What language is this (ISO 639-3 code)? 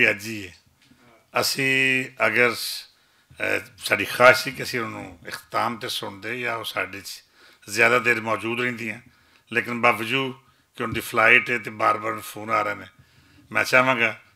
lah